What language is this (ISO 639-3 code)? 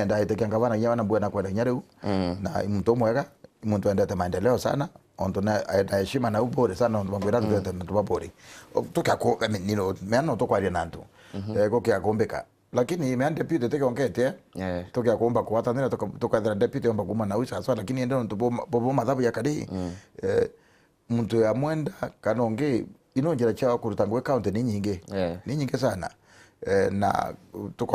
mer